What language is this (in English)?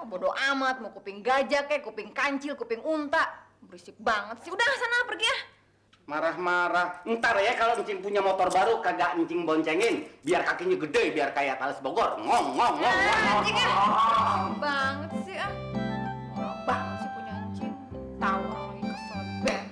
Betawi